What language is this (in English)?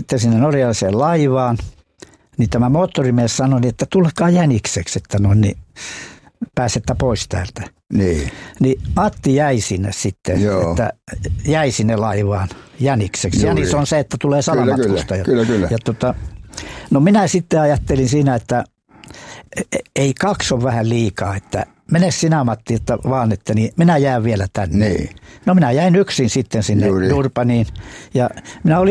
Finnish